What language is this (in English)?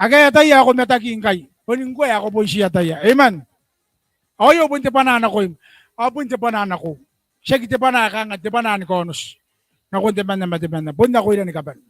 Gilbertese